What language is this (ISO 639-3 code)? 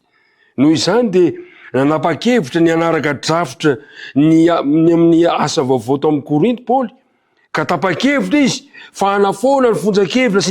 mlg